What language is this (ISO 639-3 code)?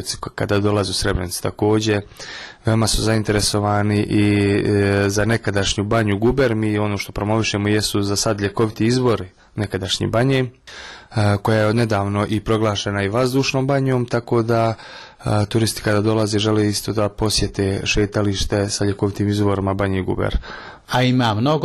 bos